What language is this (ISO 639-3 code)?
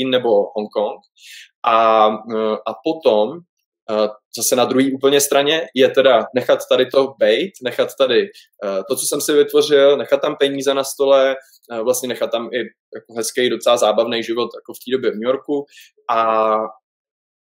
ces